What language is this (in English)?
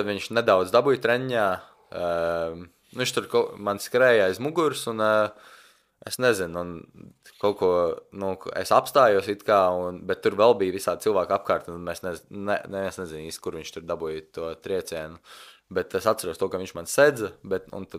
Latvian